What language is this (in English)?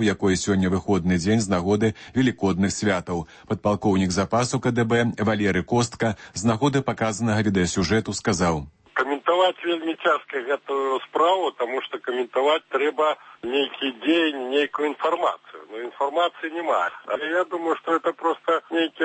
Belarusian